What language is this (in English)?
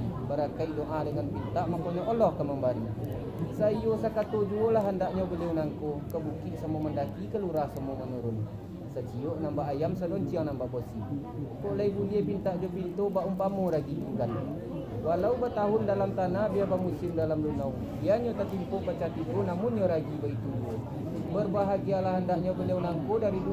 Minangkabau